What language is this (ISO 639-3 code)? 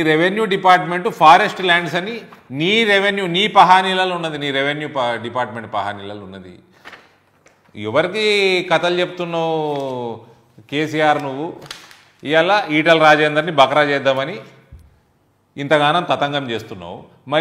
tel